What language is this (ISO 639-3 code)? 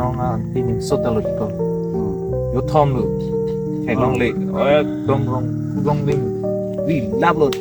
mjw